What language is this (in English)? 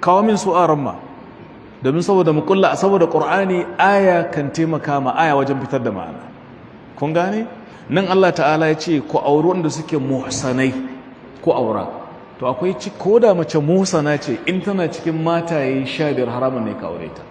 Hausa